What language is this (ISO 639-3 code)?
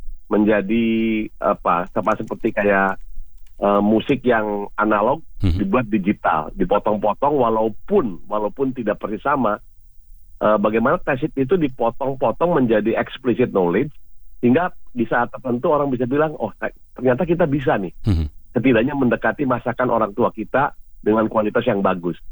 ind